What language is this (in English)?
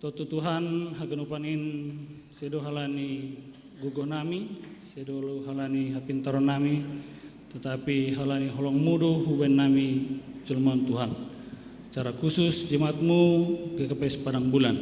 Batak Simalungun